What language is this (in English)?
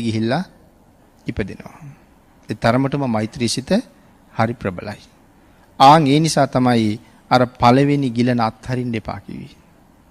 Sinhala